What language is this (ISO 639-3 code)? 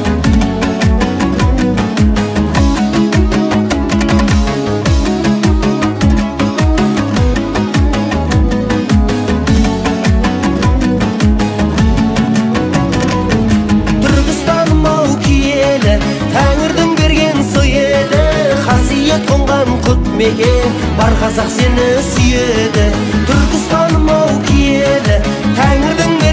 kaz